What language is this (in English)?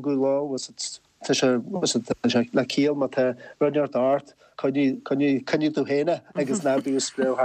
Irish